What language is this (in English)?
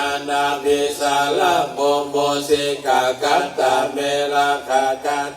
Pali